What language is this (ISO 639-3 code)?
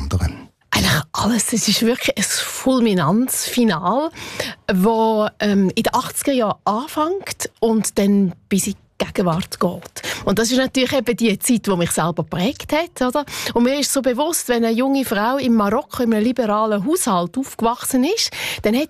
deu